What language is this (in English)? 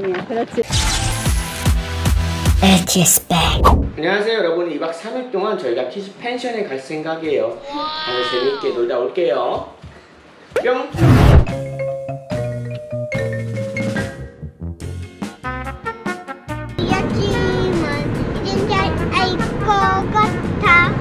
Korean